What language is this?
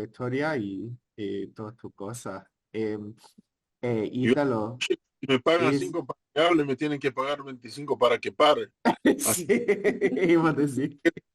Ladino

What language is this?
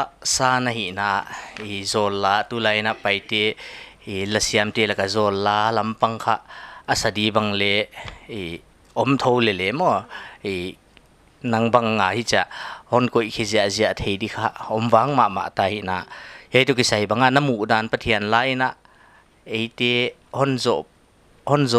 Paite Chin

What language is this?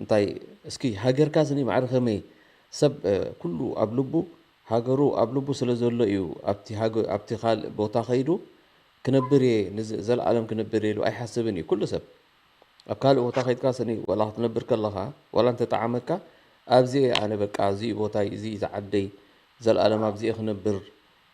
Tigrinya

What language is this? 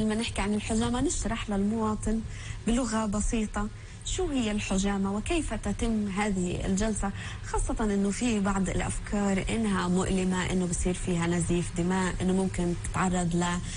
North Levantine Arabic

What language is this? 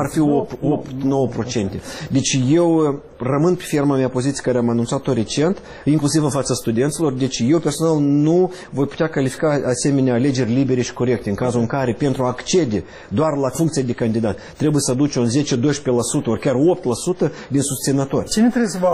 Romanian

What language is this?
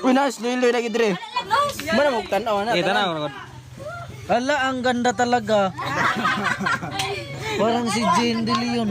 Cebuano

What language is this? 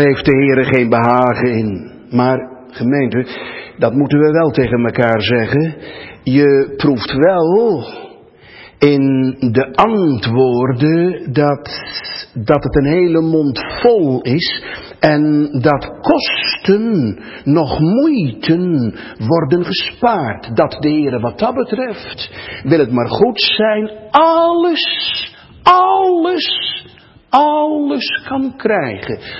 Dutch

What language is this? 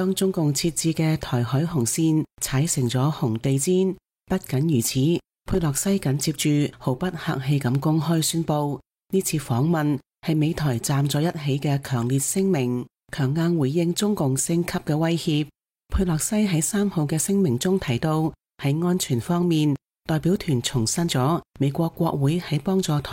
Cantonese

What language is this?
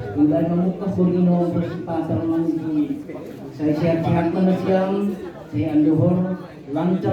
Batak Simalungun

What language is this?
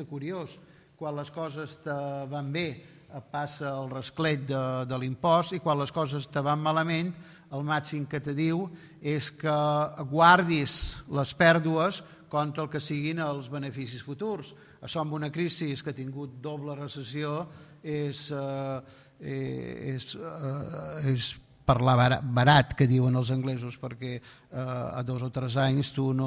Catalan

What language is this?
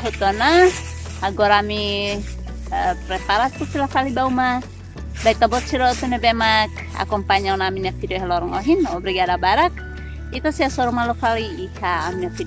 Tetum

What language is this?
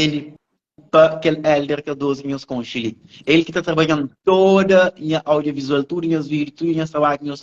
Kabuverdianu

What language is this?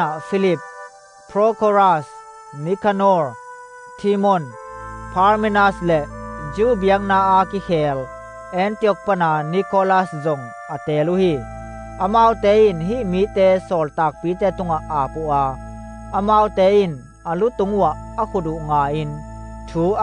Tedim Chin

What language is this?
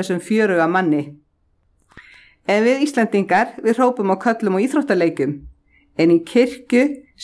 Icelandic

